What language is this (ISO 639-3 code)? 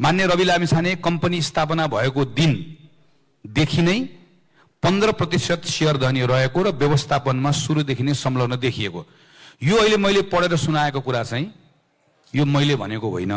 nep